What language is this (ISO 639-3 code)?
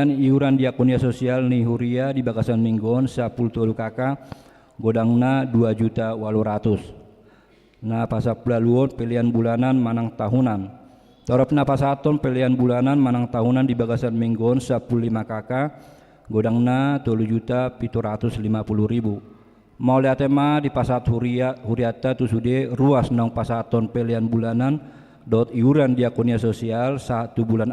bbc